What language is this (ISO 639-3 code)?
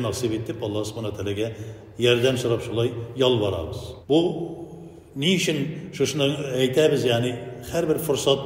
tat